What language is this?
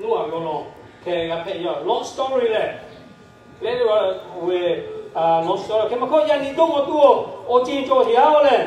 Lahu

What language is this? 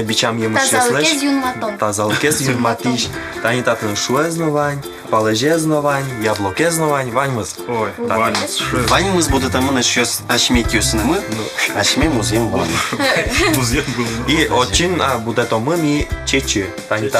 Udmurt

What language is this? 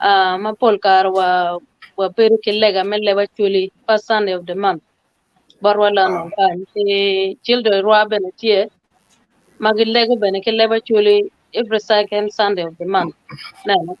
Acoli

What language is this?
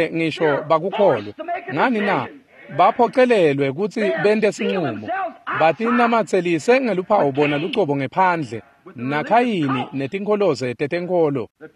Swati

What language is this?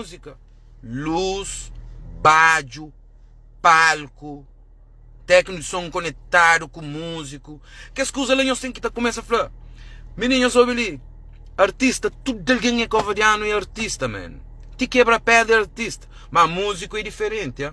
Kabuverdianu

